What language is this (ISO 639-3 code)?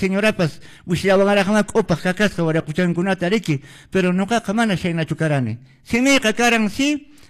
que